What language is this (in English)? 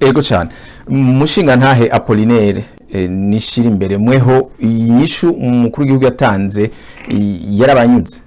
Rundi